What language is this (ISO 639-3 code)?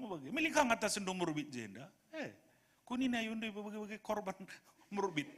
btx